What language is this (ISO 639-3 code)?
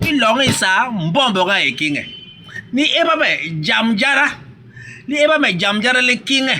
bas